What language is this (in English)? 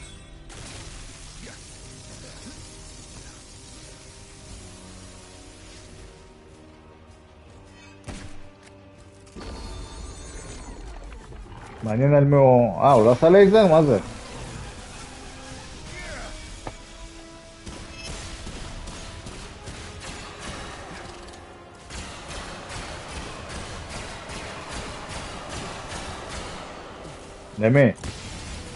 Hebrew